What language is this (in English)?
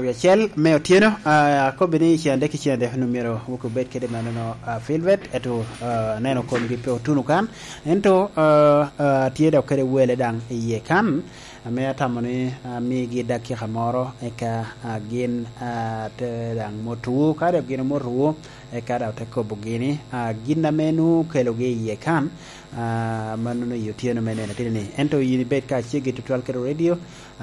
Lango (Uganda)